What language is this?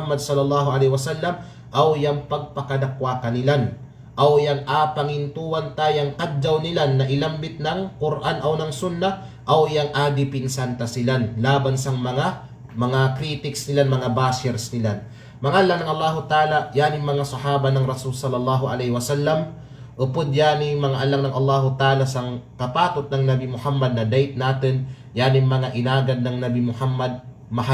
Kalagan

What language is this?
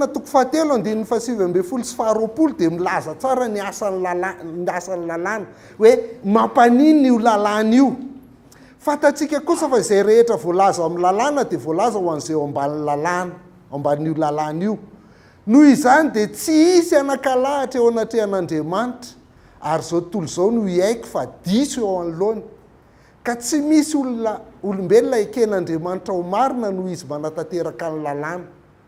Malagasy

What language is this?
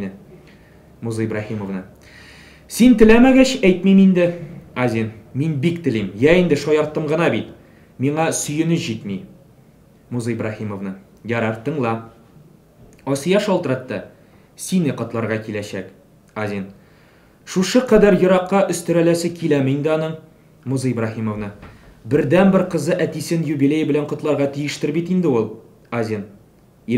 Tatar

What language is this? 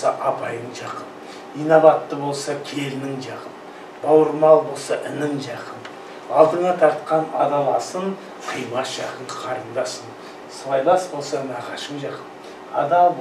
Kazakh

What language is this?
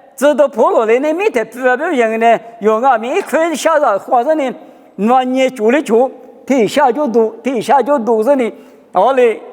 Lisu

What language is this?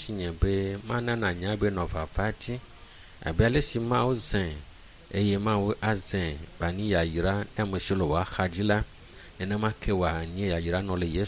Ewe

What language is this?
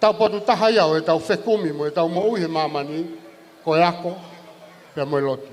Tongan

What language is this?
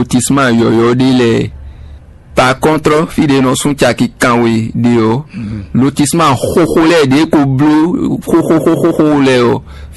Fon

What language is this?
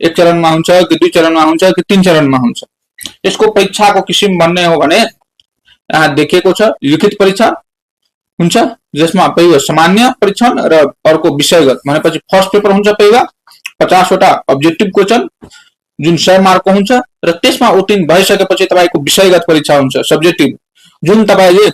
Nepali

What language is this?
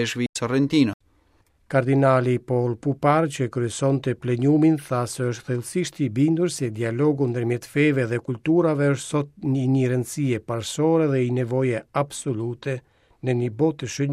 Albanian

